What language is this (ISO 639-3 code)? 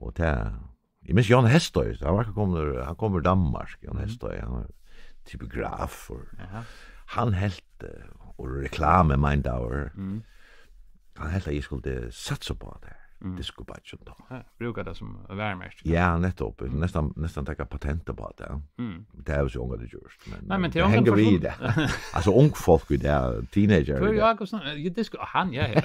fao